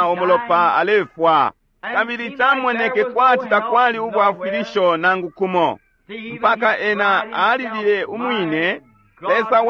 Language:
Bemba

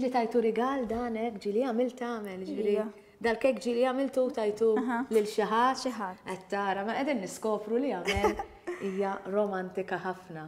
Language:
Maltese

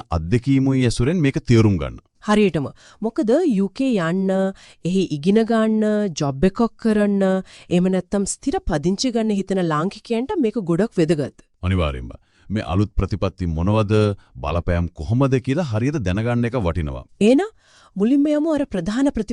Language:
Sinhala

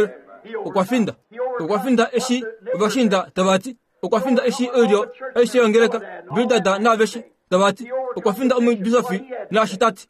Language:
Kuanyama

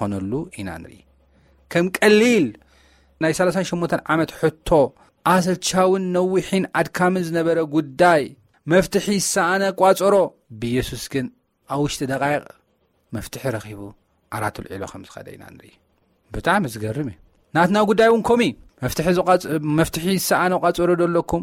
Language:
Tigrinya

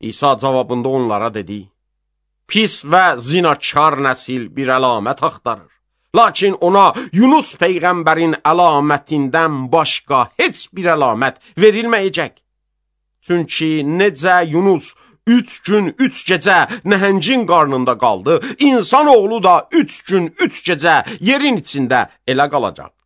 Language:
Azerbaijani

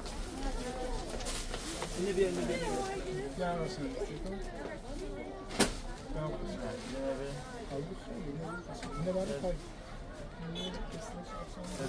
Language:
Persian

